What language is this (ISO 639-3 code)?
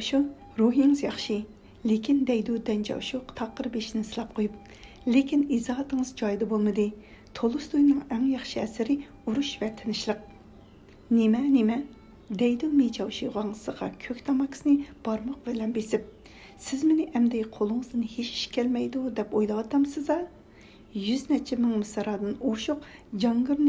uig